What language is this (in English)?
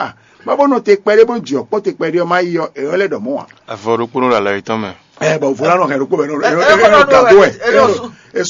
Fon